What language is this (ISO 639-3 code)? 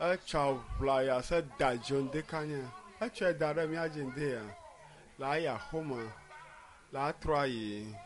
ewe